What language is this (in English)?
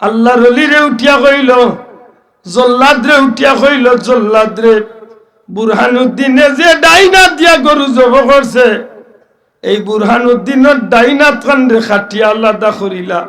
Sylheti